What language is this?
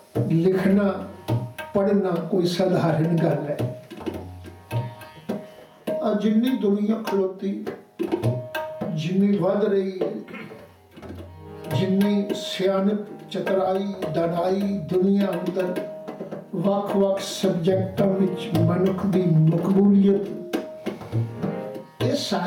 Punjabi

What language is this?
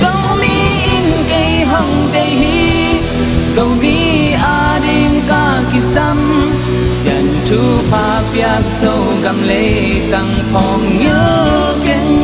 Tedim Chin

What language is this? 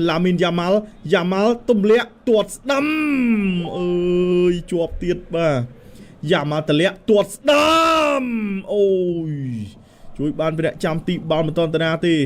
Khmer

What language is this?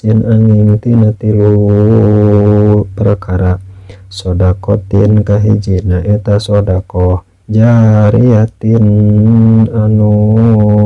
Sundanese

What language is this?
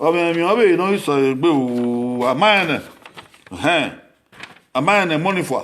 Bini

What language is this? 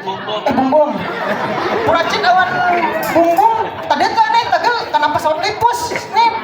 Banjar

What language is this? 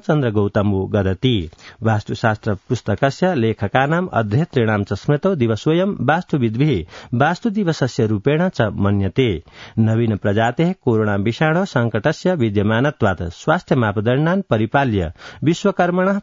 Sanskrit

